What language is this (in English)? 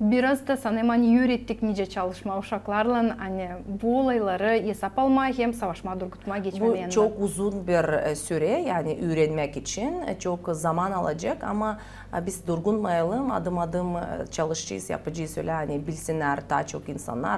Gagauz